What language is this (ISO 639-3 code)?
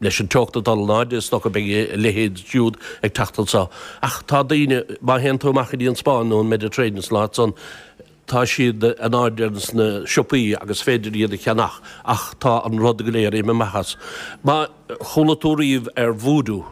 gle